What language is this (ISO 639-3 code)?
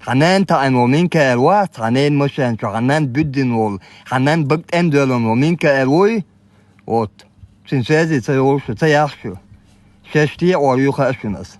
che